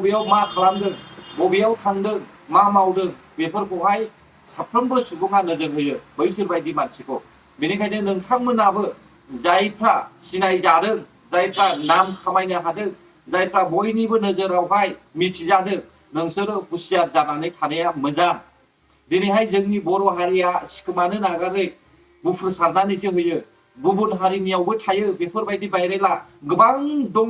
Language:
Bodo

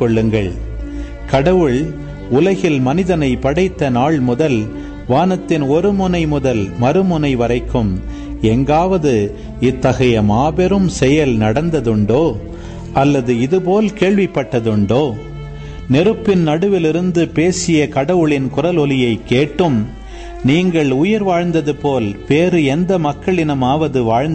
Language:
Tamil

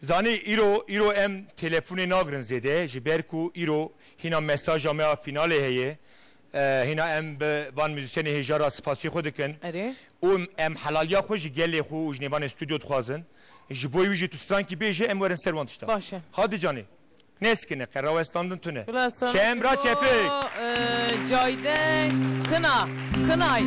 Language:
Kurdish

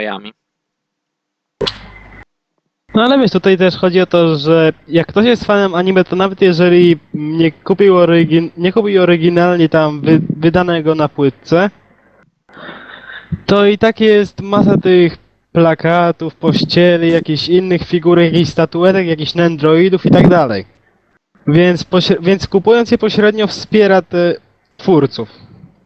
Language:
Polish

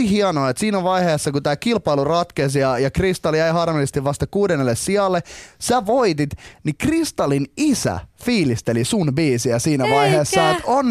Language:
Finnish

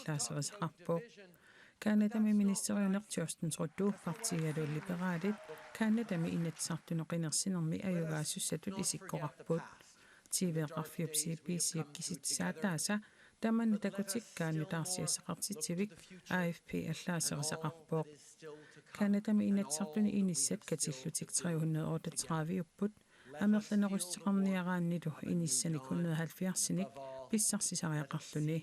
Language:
Kalaallisut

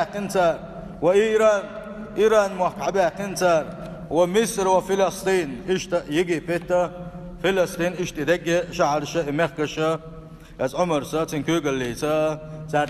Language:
Chechen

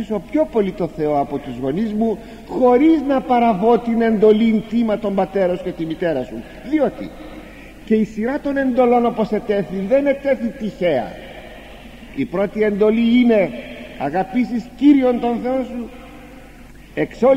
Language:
Greek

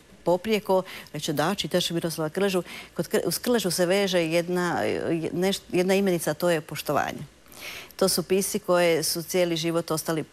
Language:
Croatian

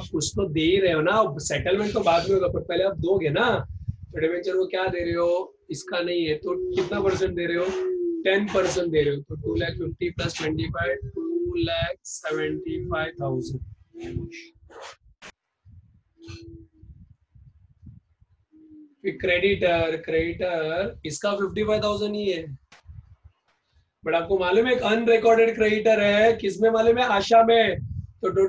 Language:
Hindi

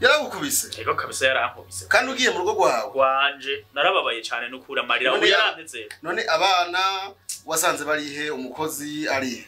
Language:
Rundi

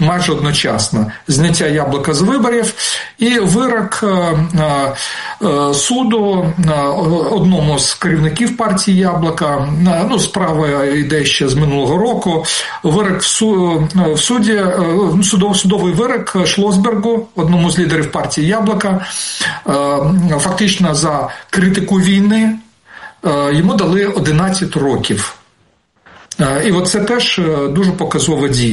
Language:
Ukrainian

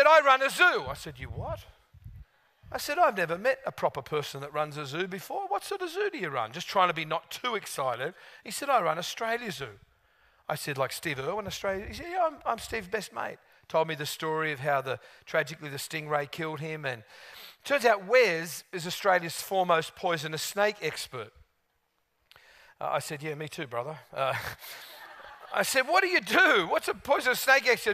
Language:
English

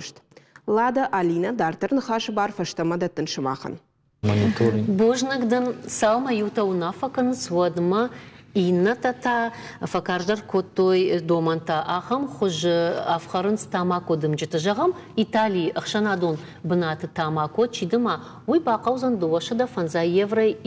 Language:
Ossetic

